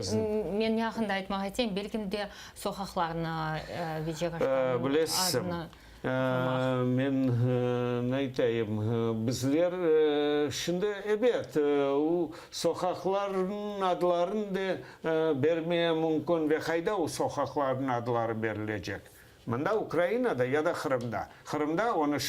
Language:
Crimean Tatar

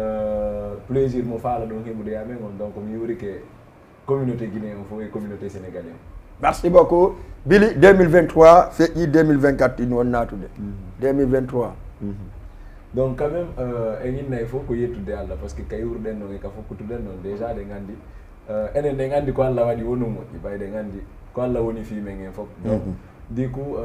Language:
Fula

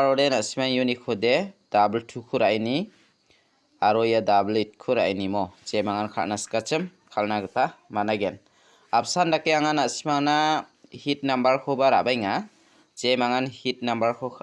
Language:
Garo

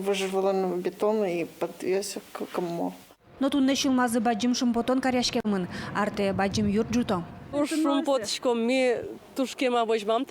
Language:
Udmurt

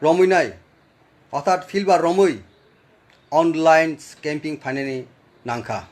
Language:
Kok Borok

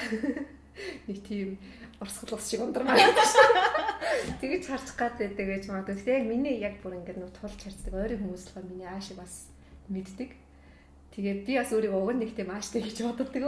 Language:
Mongolian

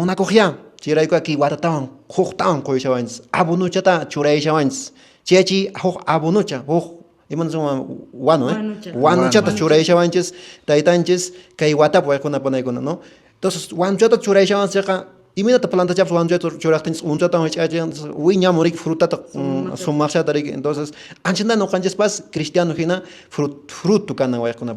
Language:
Quechua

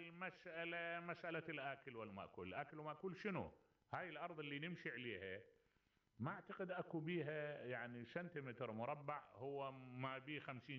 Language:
Mesopotamian Arabic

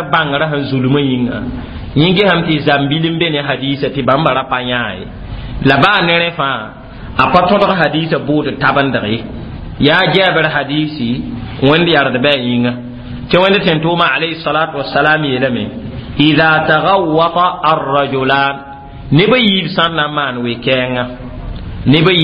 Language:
Mossi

